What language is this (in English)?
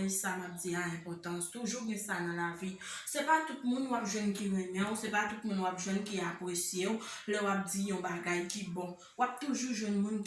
Haitian Creole